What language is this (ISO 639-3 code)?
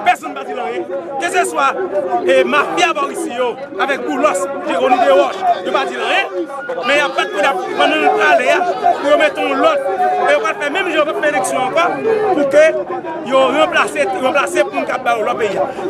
hat